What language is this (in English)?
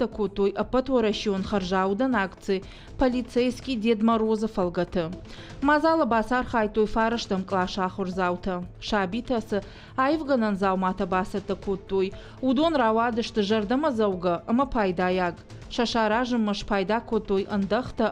Ossetic